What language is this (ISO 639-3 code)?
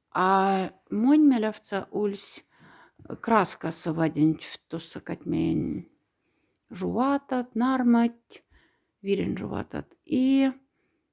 mdf